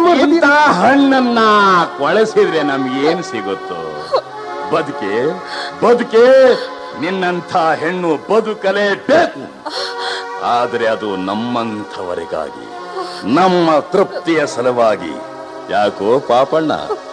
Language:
Kannada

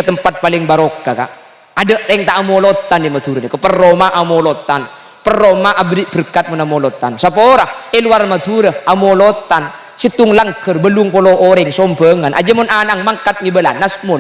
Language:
Madurese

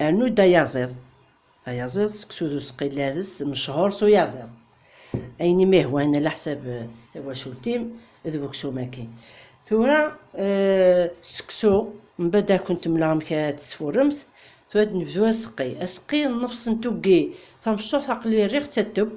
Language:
Kabyle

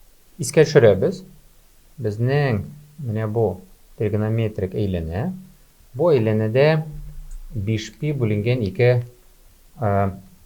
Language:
Tatar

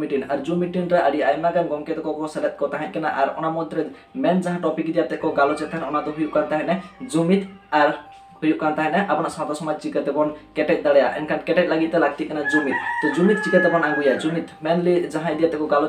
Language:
Santali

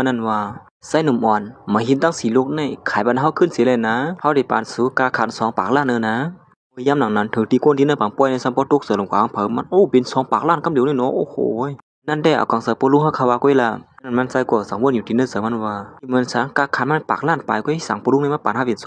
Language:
Shan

